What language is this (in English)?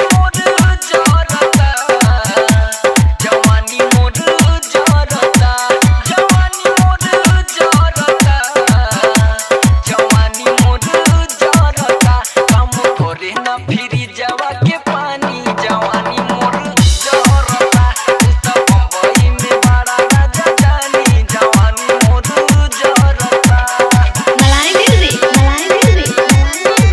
Bhojpuri